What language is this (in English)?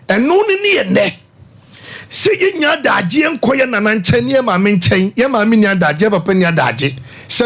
Akan